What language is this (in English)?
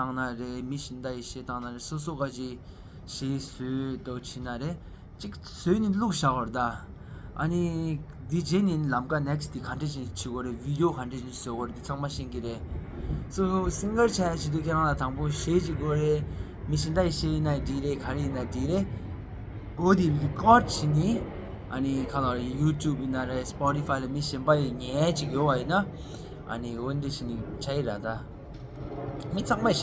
Tibetan